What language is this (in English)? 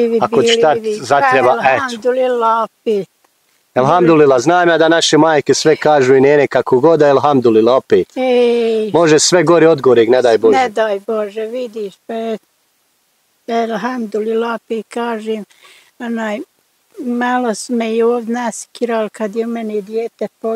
Bosnian